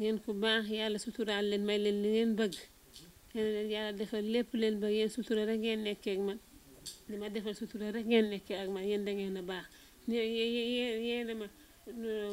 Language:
Wolof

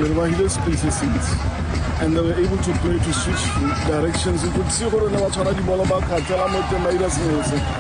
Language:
Tswana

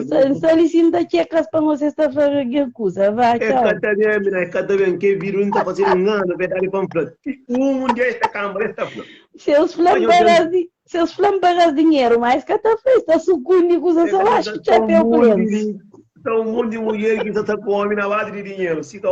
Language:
Kabuverdianu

